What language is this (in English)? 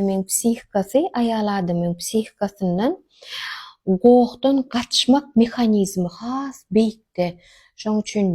Turkmen